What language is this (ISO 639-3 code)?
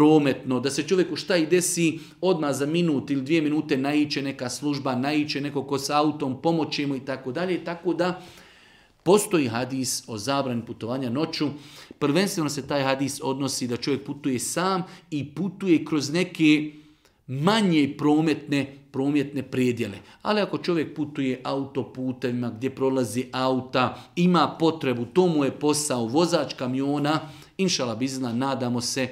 bos